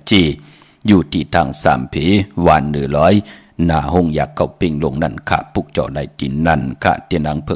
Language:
Shan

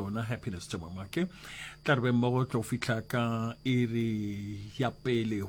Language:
Northern Sotho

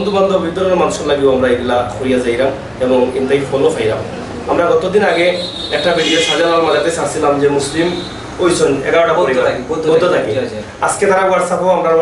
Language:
Sylheti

